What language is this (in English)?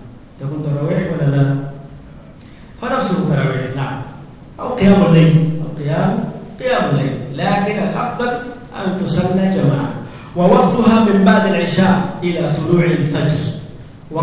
Swahili